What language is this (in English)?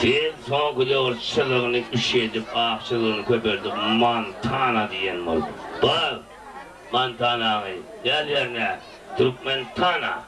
Turkmen